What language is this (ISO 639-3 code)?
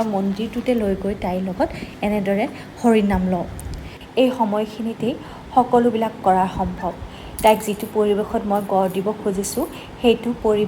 asm